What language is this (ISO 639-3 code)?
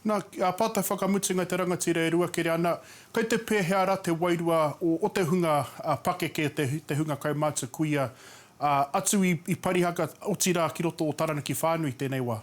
mri